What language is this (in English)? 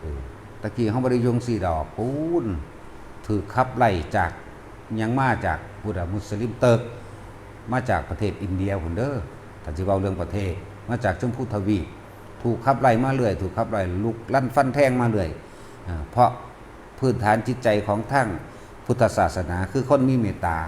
Northeastern Thai